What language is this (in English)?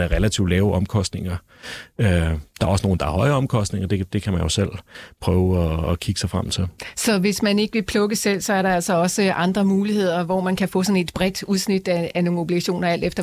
Danish